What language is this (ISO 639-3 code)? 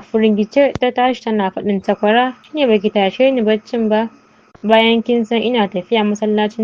hau